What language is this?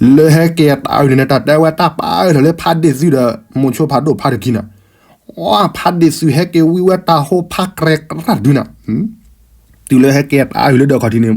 S'gaw Karen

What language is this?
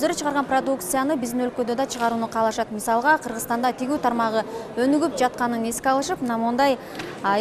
Kyrgyz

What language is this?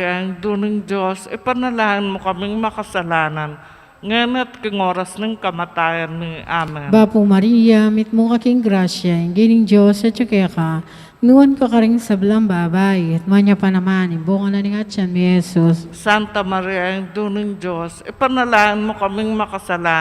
Pampanga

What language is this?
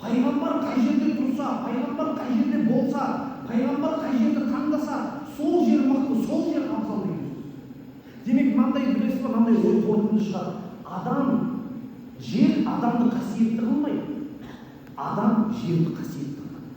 Kazakh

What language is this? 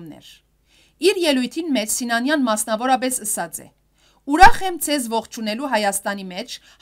Western Armenian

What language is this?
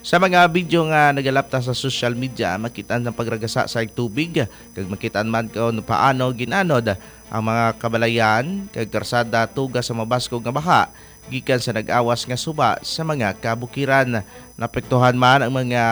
Hiligaynon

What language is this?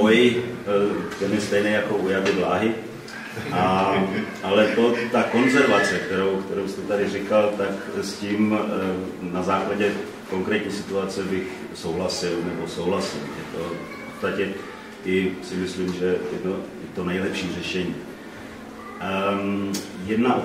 Czech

